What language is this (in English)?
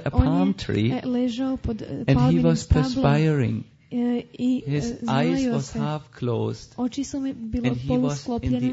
Croatian